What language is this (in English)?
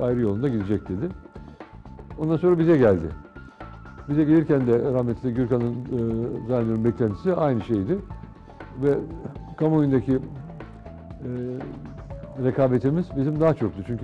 Turkish